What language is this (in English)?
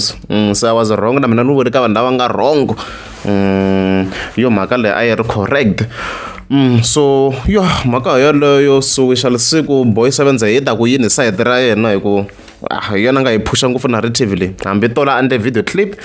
Tsonga